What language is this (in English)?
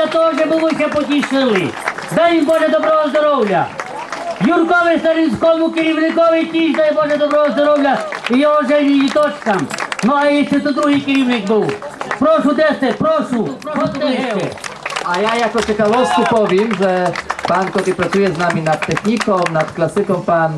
Rusyn